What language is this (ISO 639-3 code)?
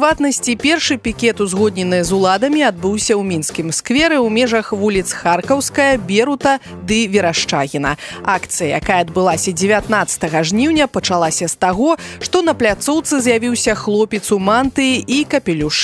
bel